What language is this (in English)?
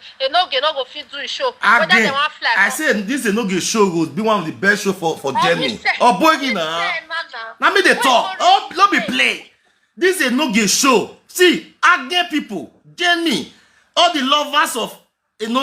Nigerian Pidgin